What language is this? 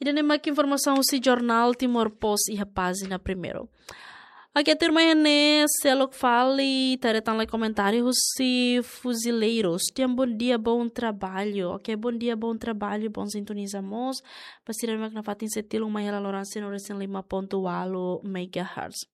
Tetum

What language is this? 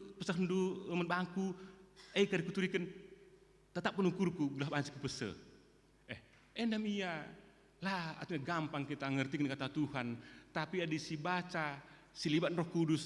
Batak Karo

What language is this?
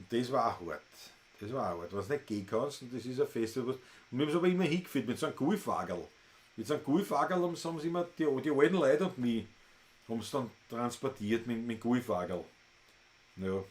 Bavarian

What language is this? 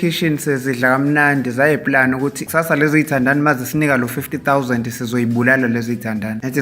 Zulu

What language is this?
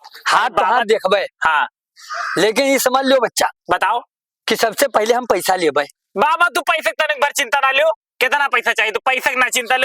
Awadhi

